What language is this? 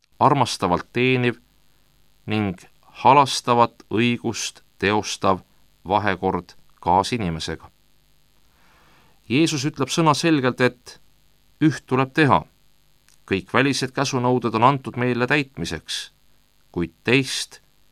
Estonian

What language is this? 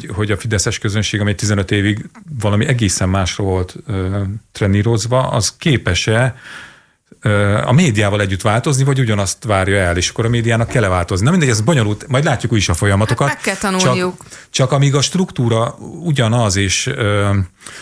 Hungarian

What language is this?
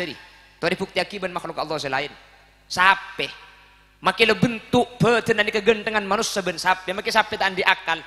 Madurese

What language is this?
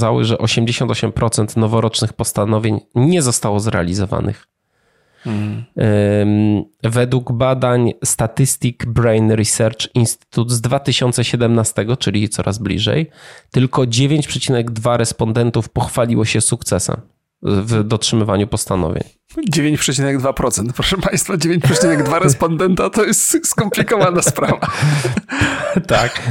Polish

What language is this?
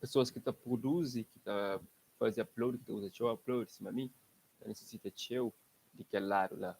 Kabuverdianu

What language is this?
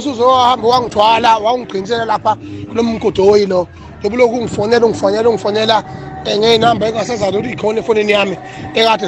Zulu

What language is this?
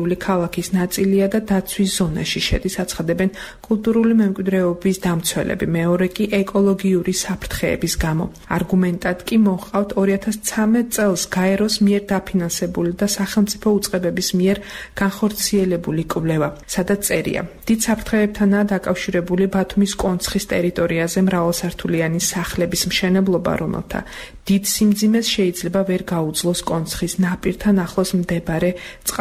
Georgian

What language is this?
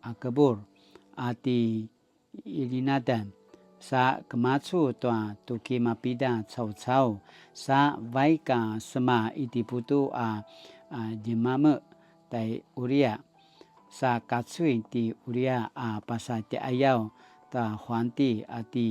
Paiwan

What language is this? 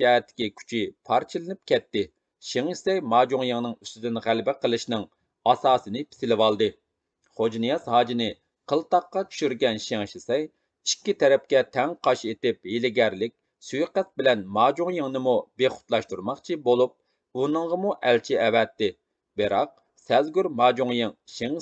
Uyghur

